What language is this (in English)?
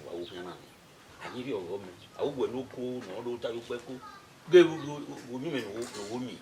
Bini